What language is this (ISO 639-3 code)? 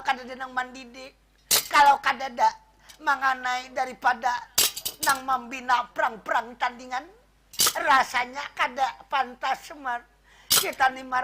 bjn